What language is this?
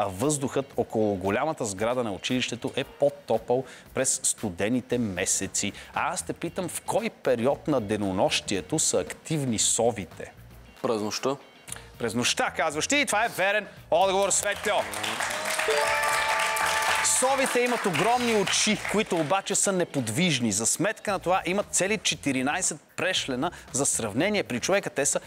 Bulgarian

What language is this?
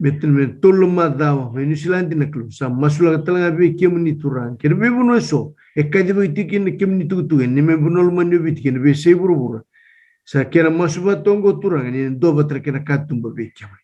Fijian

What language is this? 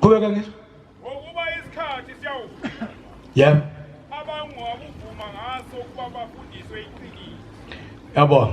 Zulu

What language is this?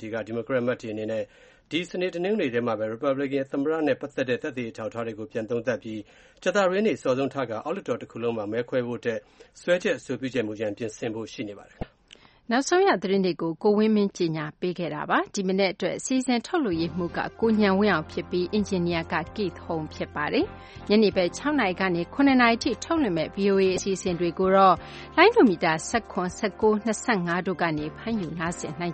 Burmese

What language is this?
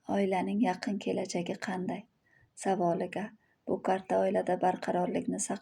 Uzbek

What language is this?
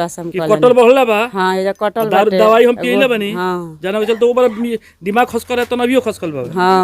Bhojpuri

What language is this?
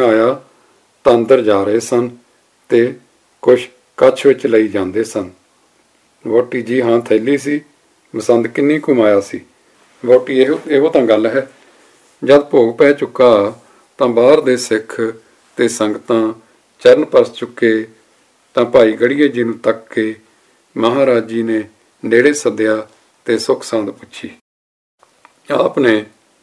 Punjabi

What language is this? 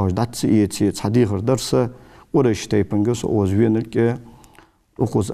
Ingush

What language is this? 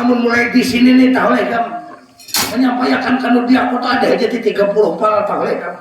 Banjar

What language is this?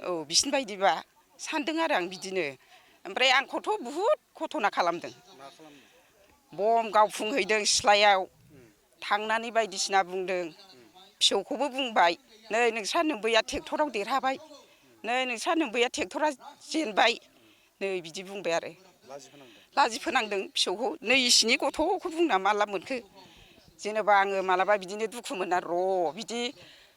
Bodo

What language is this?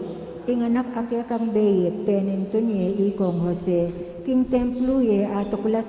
Pampanga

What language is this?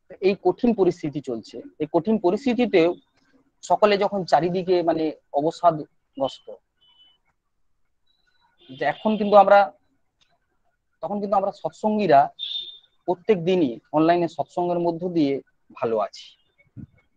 Bangla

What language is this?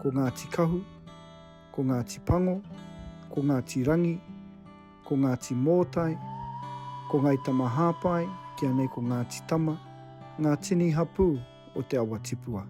Māori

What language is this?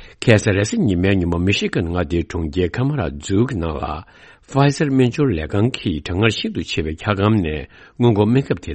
Tibetan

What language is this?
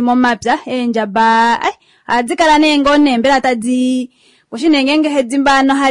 Kuanyama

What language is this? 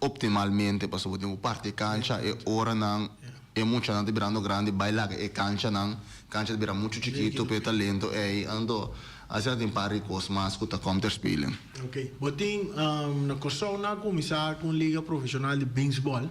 Papiamento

